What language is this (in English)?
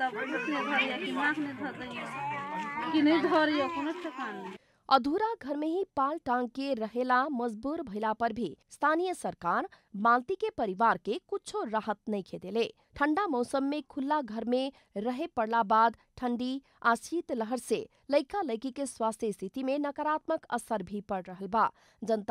Bhojpuri